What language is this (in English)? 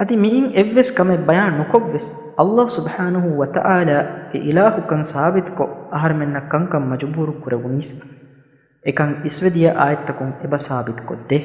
Divehi